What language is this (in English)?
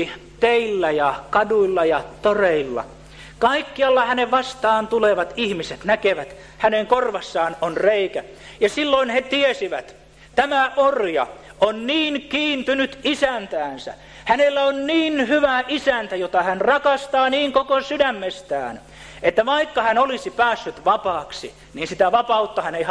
Finnish